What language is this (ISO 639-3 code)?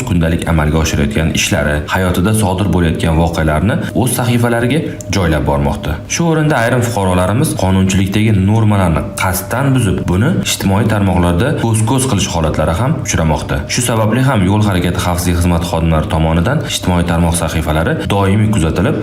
uzb